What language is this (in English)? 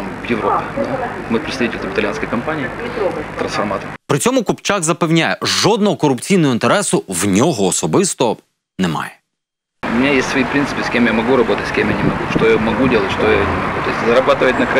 Ukrainian